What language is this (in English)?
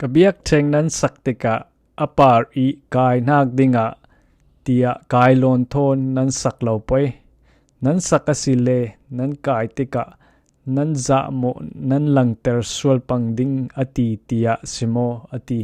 Falam Chin